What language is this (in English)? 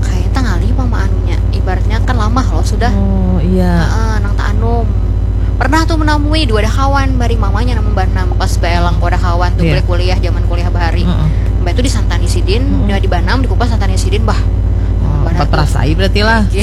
Banjar